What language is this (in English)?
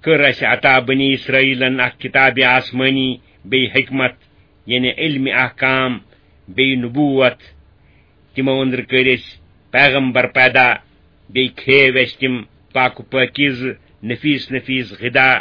Kashmiri